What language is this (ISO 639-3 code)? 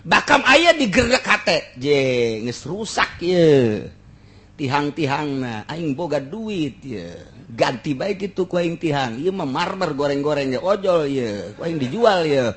sun